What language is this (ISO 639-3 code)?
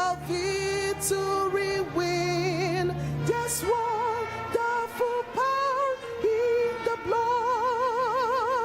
ewe